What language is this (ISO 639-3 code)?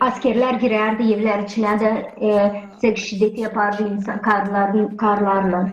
gag